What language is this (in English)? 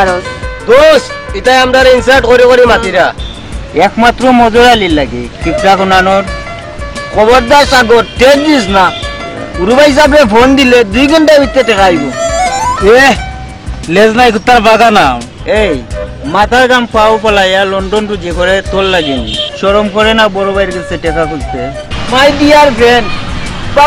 Sylheti